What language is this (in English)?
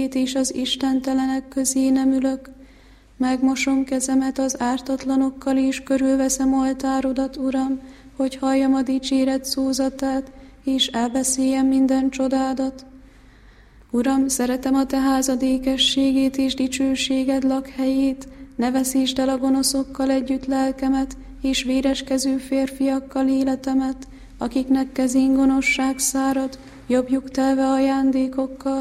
Hungarian